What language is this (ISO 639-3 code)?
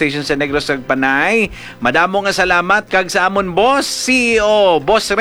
hil